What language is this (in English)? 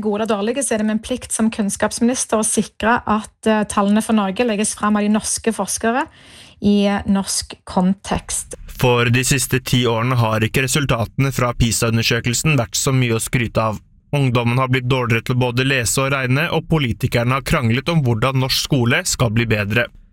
Norwegian